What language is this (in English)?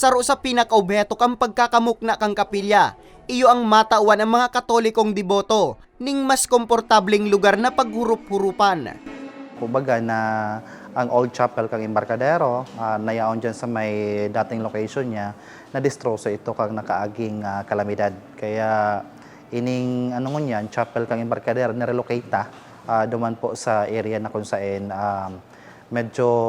Bikol